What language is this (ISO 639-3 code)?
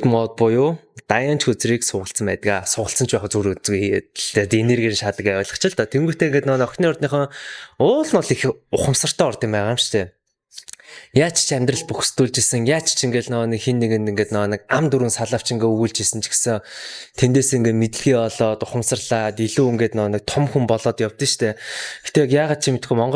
mon